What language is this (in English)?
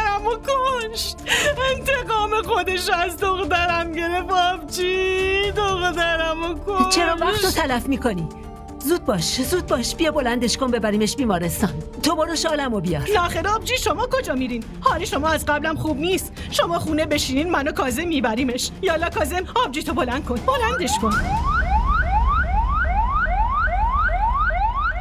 Persian